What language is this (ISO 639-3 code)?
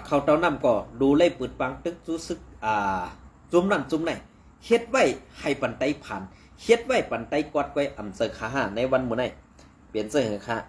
shn